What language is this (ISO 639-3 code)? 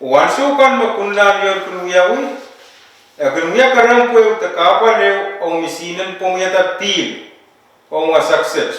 pon